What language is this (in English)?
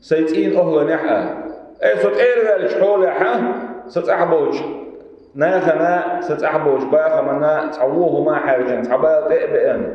Chechen